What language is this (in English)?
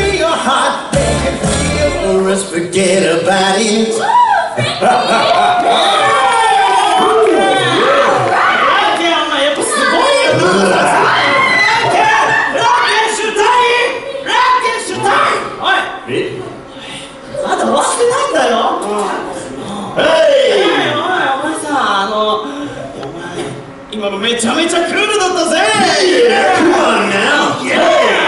Japanese